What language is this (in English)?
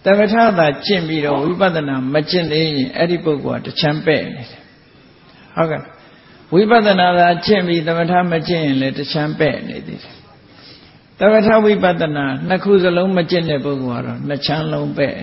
Burmese